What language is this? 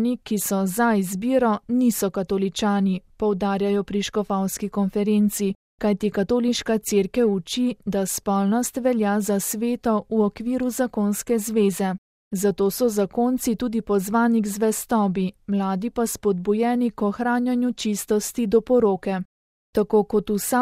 Slovenian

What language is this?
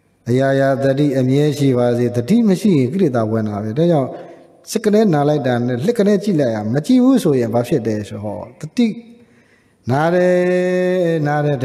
Burmese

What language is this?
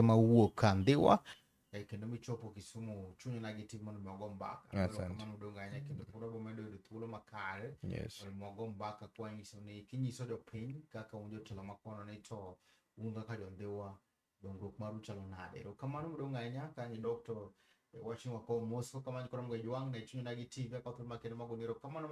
Luo (Kenya and Tanzania)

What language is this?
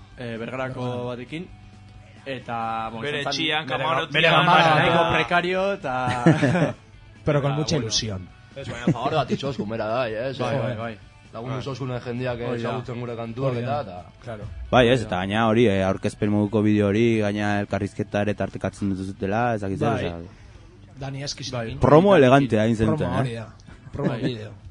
Basque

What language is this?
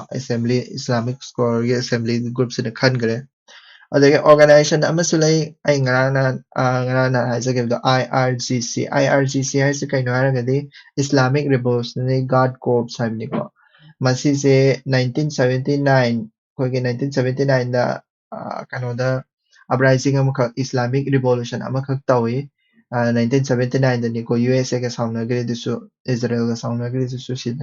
Manipuri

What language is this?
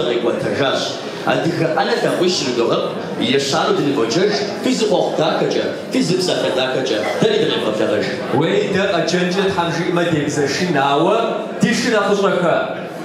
Kabardian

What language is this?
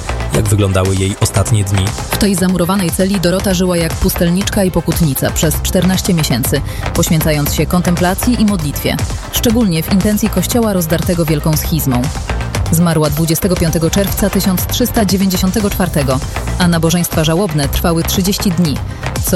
Polish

